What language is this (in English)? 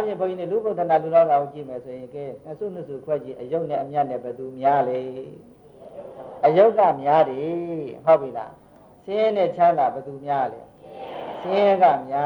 Burmese